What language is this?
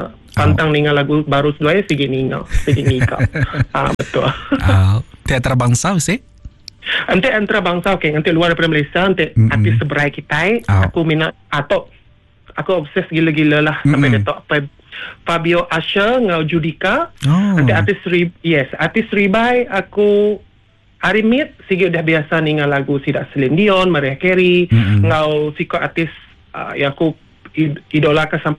Iban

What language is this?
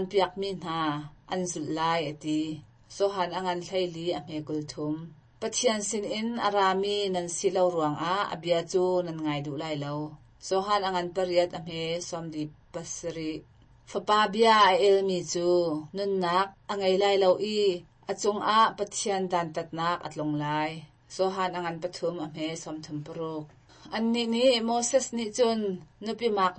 Hakha Chin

